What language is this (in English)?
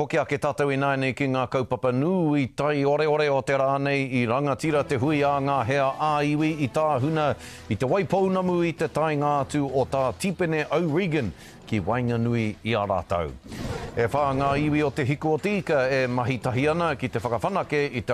Māori